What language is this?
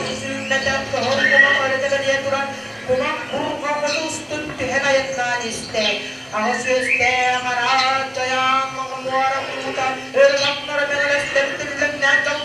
Yakut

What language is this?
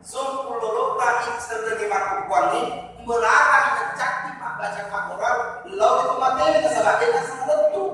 Buginese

